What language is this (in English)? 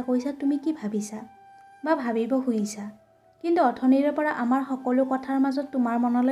Assamese